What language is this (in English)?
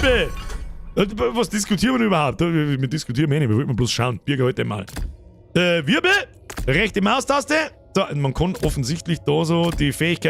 Bavarian